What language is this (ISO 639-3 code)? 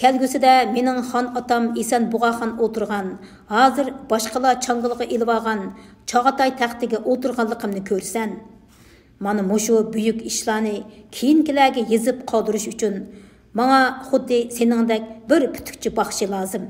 uig